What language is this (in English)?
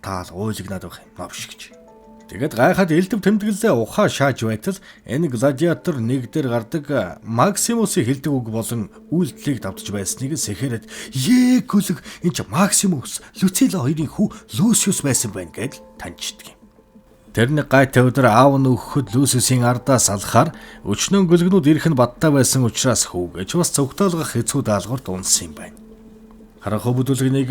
Mongolian